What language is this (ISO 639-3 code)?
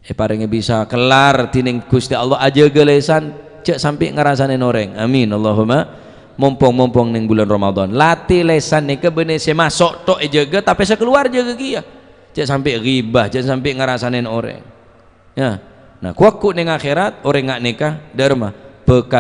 mad